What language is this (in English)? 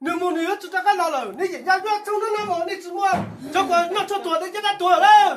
Hmong